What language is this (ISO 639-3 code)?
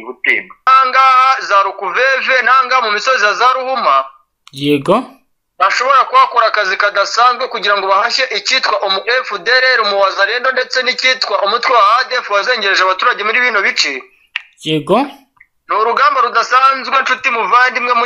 kin